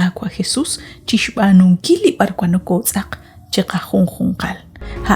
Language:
Kekchí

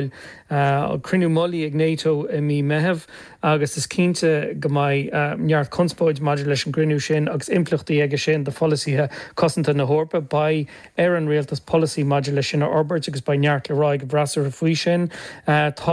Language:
Irish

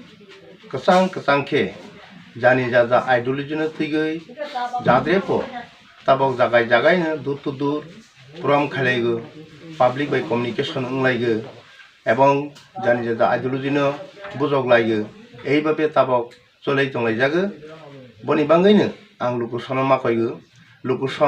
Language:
Kok Borok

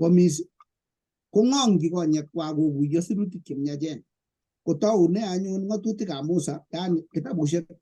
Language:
Kalenjin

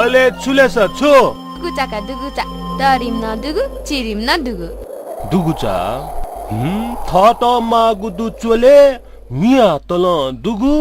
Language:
Newari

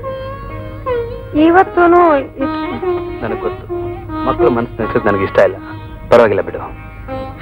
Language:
Kannada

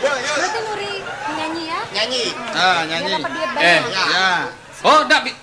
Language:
Balinese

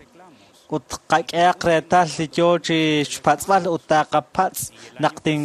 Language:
Kekchí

